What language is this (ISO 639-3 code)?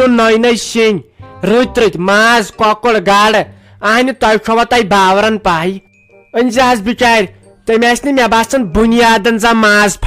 kas